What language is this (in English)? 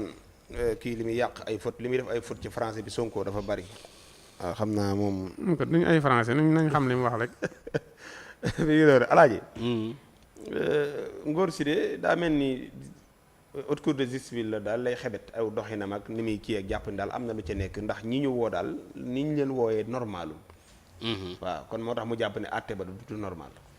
Wolof